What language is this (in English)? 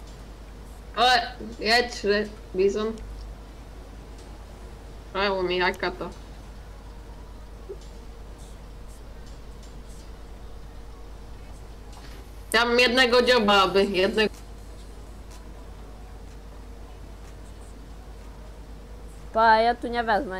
Polish